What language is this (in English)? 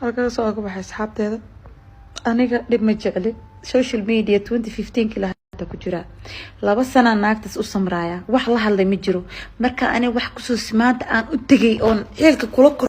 Somali